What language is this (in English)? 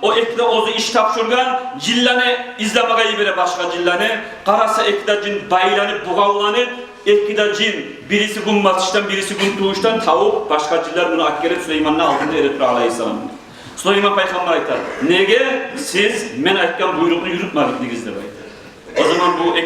Kumyk